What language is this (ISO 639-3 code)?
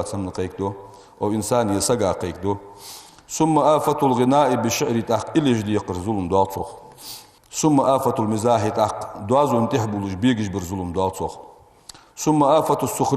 inh